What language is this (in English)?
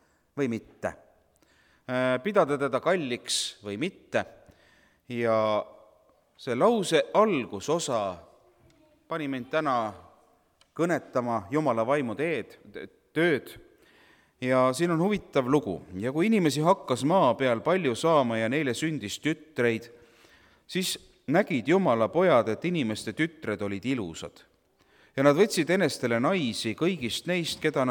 Estonian